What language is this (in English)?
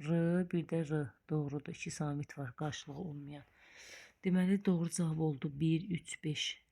Azerbaijani